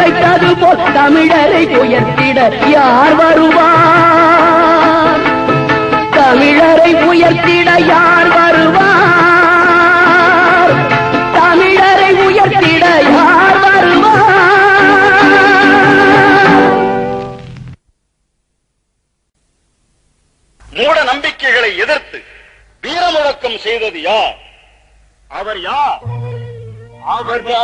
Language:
Tamil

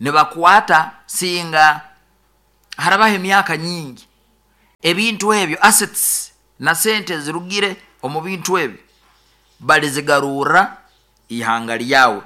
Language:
Nyoro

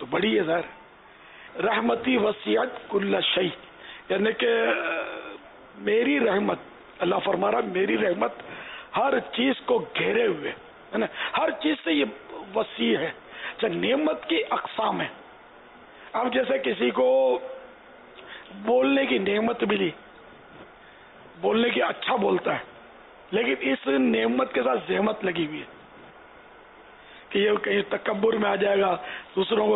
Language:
Urdu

